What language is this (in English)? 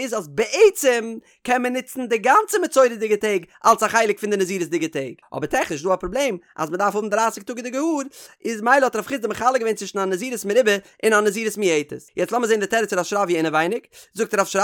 Yiddish